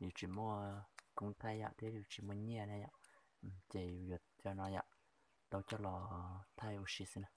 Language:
Hmong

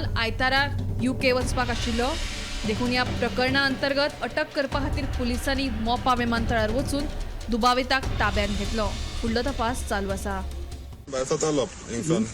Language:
Konkani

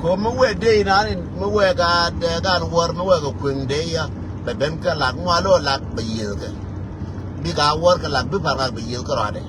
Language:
Nuer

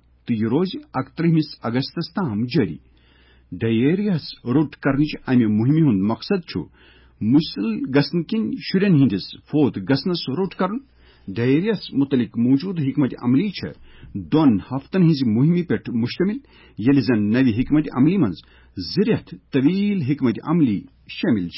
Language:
Kashmiri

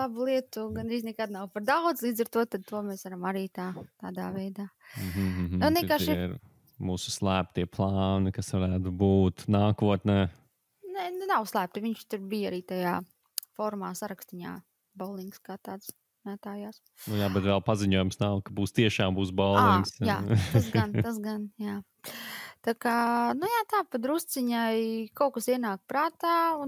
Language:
Latvian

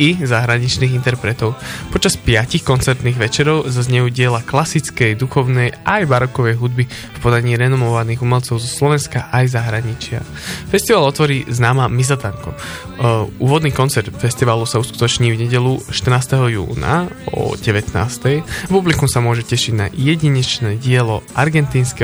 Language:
Slovak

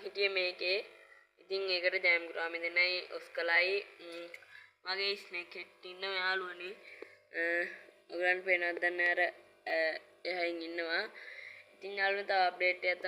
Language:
Sinhala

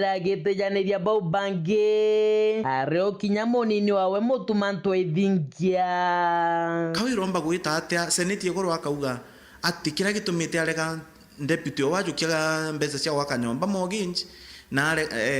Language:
Meru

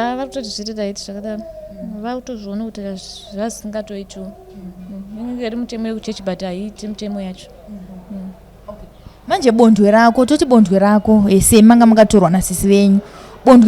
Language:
Shona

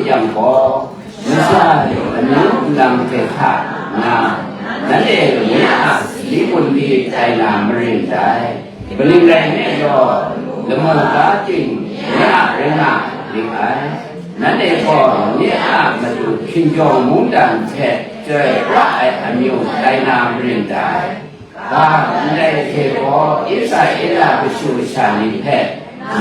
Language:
Kachin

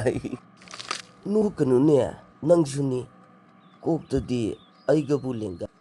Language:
Manipuri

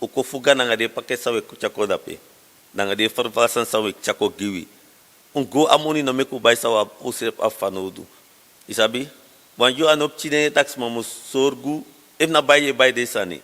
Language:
Sranan Tongo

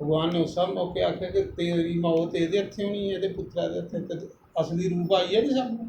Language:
Dogri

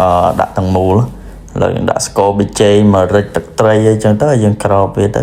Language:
Khmer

